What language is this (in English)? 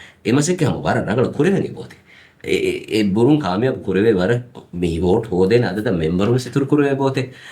Divehi